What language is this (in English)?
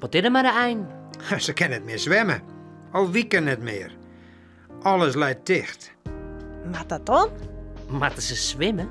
Western Frisian